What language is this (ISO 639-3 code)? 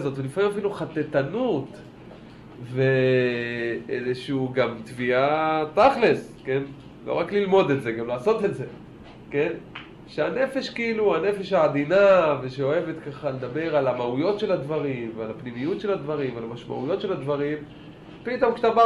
heb